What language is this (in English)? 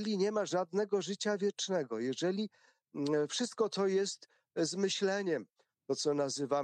Polish